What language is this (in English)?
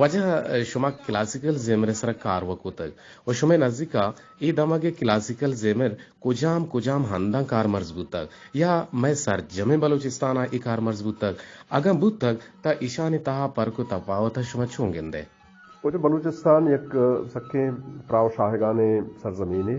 Eastern Balochi